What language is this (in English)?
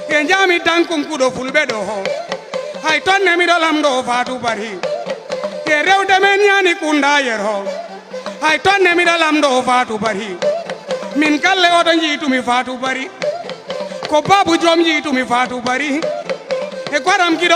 Fula